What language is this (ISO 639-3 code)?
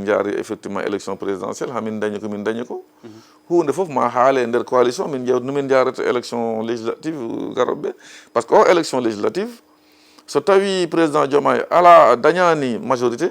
ful